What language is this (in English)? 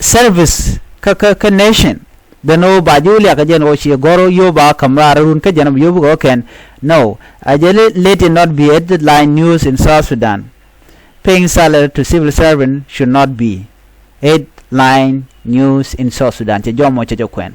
Nuer